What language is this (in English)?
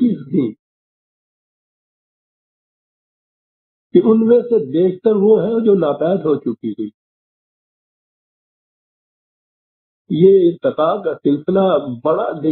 Urdu